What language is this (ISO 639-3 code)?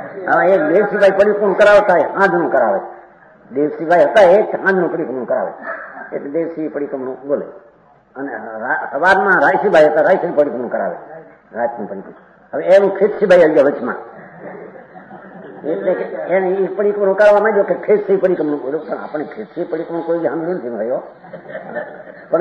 guj